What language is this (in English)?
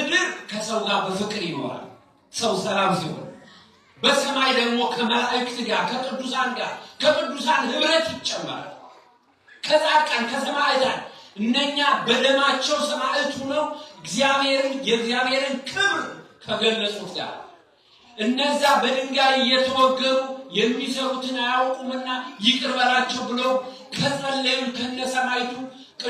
Amharic